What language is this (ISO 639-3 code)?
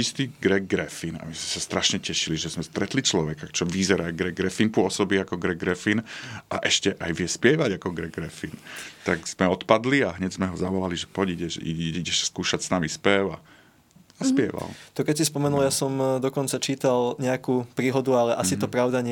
slk